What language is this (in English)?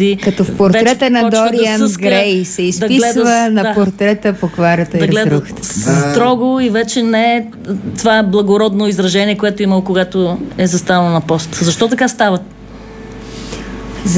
Bulgarian